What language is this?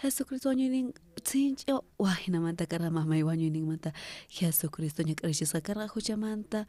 South Bolivian Quechua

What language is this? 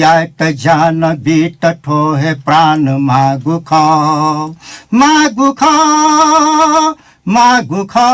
Newari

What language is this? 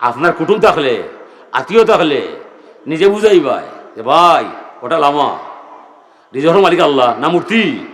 Sylheti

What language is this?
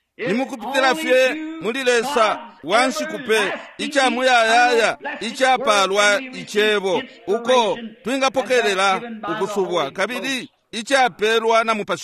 Bemba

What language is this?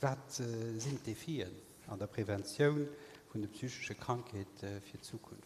Luxembourgish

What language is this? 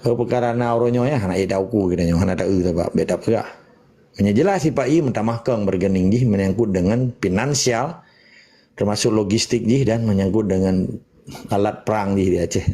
Achinese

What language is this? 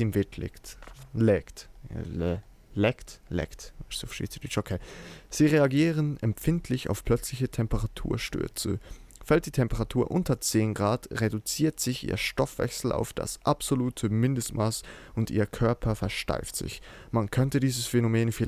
Swiss German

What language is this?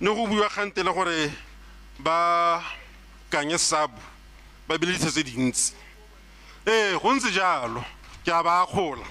Tswana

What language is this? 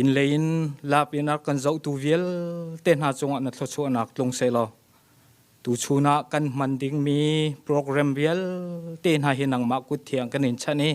Hakha Chin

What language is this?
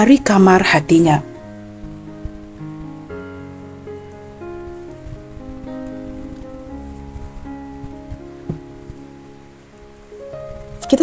Malay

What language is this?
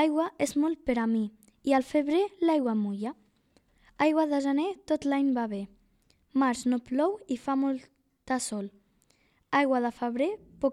Catalan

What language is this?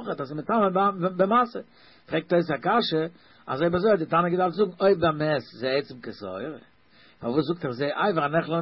Yiddish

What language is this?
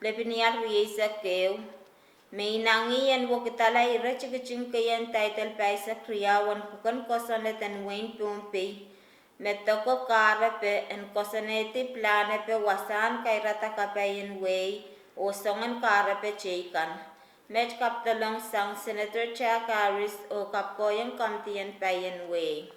Pohnpeian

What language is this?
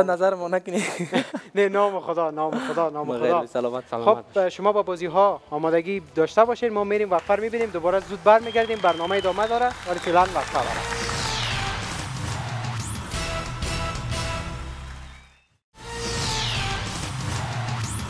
Persian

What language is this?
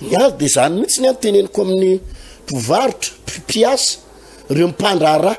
Malagasy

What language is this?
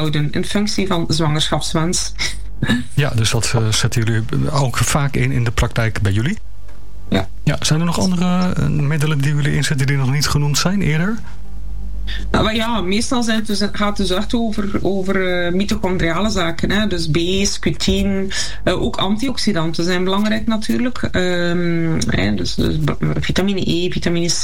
Dutch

